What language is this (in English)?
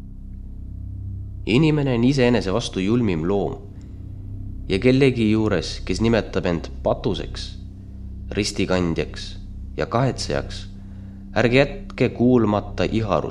Estonian